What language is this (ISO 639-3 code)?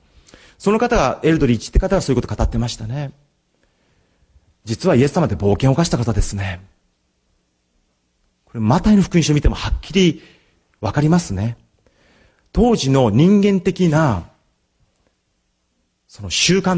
jpn